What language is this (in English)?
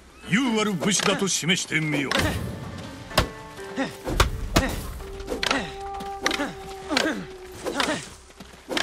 Japanese